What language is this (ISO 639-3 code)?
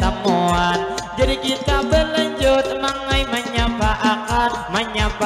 bjn